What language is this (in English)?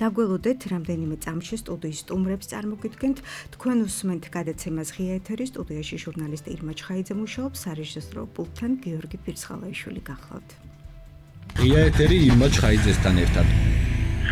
Georgian